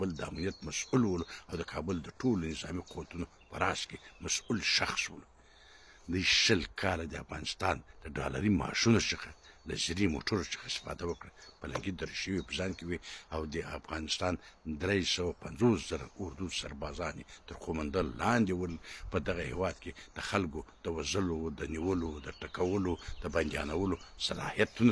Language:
Pashto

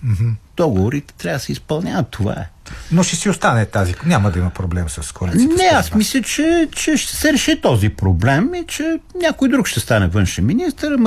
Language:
Bulgarian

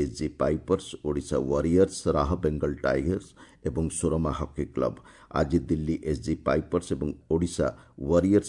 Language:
Odia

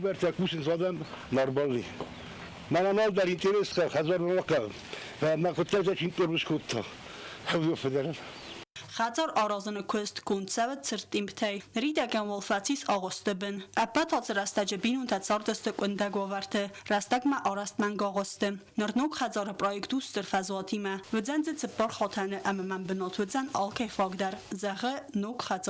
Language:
Ossetic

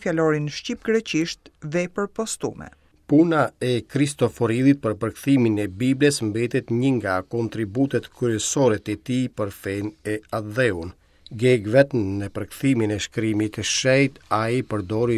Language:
Albanian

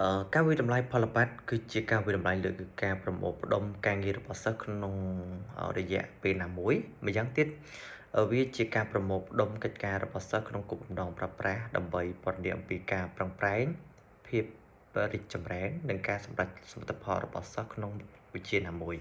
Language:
Khmer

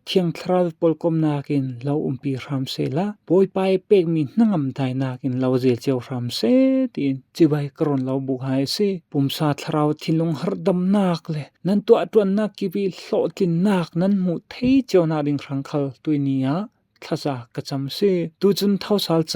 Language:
Falam Chin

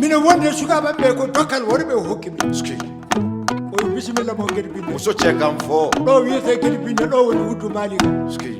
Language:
Maasina Fulfulde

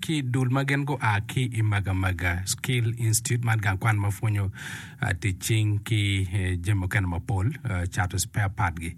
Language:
Acoli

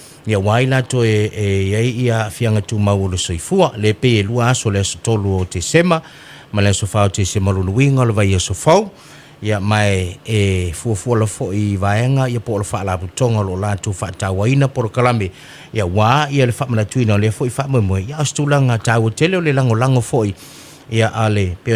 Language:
Samoan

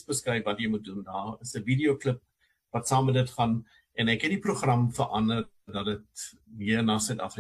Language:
Afrikaans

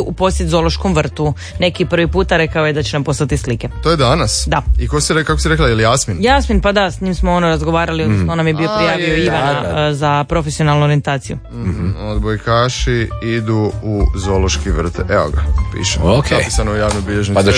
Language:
Croatian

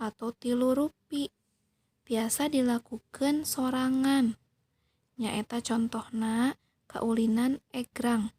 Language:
Sundanese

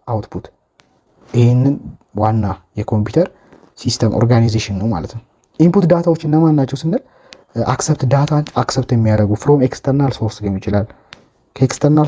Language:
Amharic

